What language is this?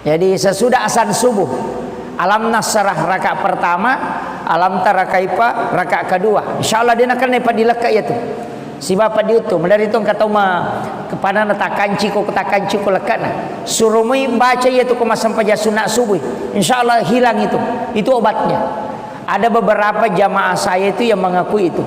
Buginese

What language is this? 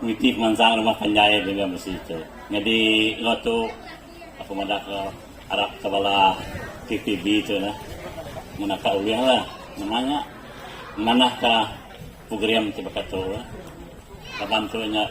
Iban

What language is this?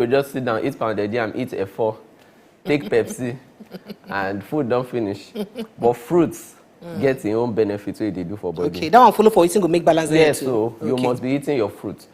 Nigerian Pidgin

